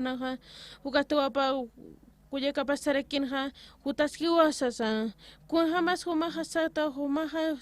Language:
Aymara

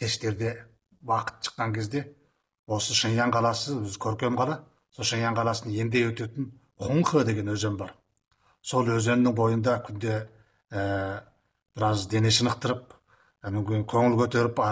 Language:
Kazakh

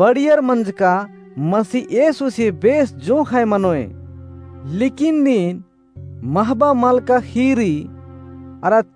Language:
Kurukh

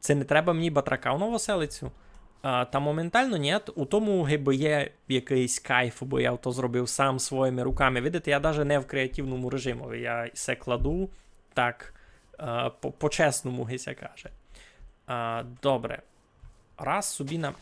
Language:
Rusyn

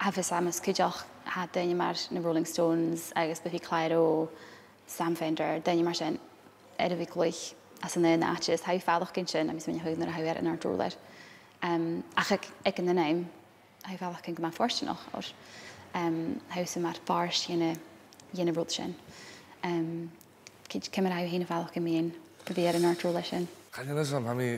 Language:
Scottish Gaelic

